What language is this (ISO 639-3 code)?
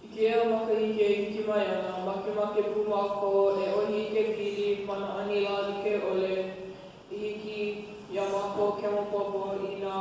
haw